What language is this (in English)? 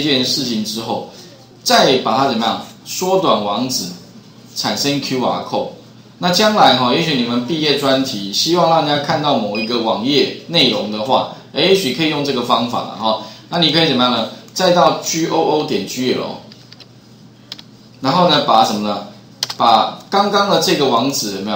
Chinese